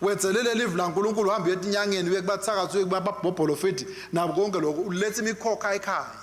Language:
Swati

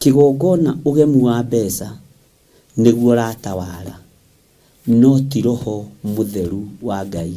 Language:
Kikuyu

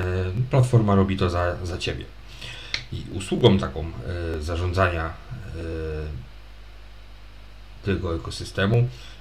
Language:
Polish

